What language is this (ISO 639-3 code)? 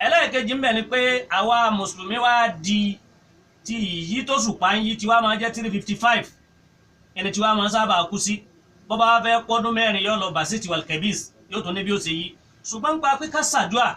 yor